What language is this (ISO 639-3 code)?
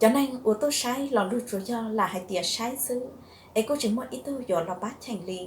hmn